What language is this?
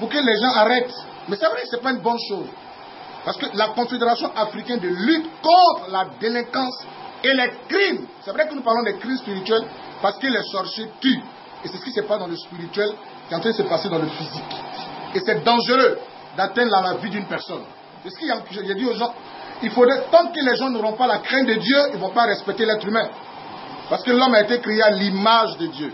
French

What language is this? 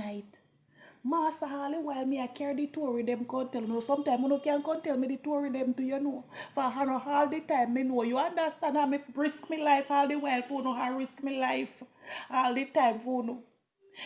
Jamaican Creole English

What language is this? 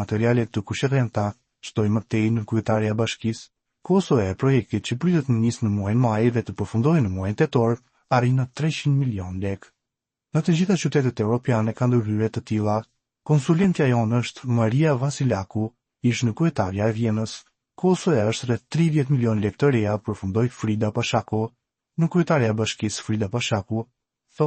Albanian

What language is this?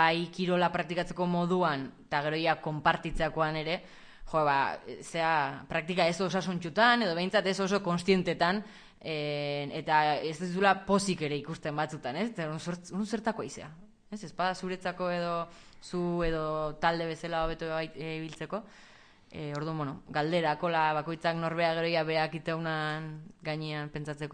Basque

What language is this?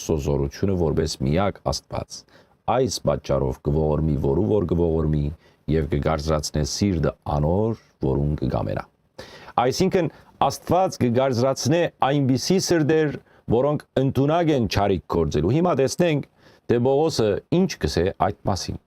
Western Armenian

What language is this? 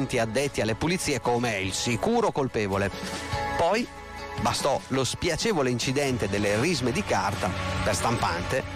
Italian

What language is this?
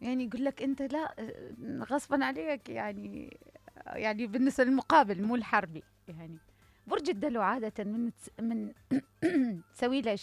Mesopotamian Arabic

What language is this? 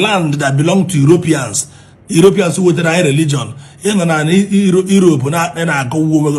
Igbo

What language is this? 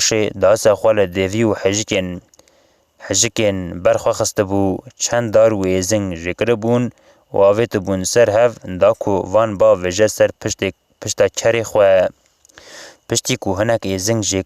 Kurdish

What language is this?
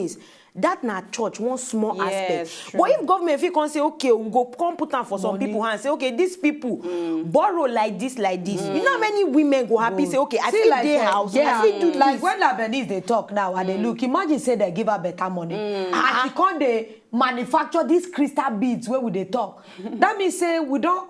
Nigerian Pidgin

